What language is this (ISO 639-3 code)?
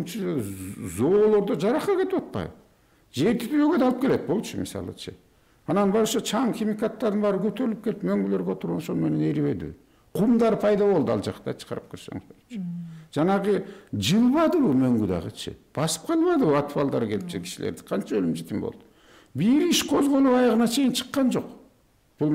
kir